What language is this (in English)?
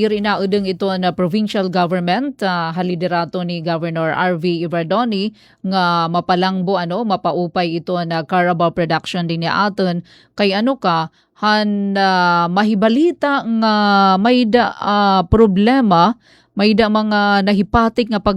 Waray